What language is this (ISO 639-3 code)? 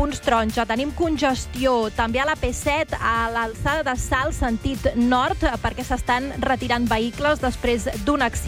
cat